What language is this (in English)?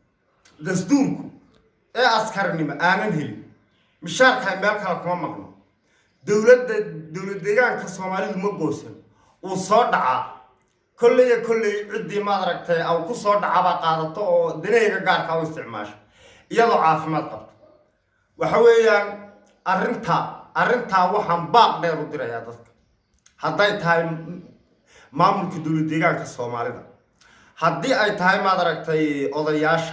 Somali